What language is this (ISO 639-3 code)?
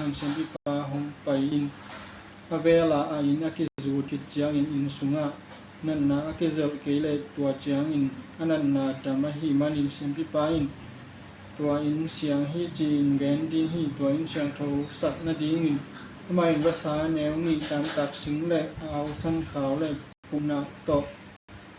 ctd